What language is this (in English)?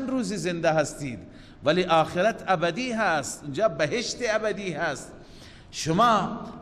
Persian